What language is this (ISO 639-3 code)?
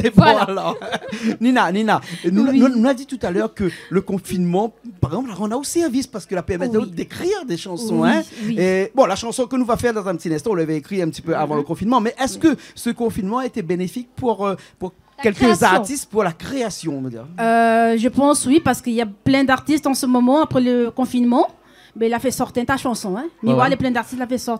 rcf